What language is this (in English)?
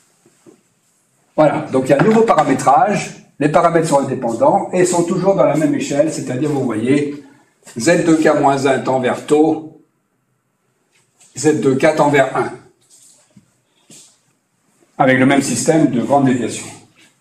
French